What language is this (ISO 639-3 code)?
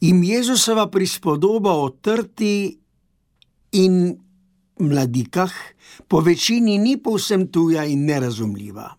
slv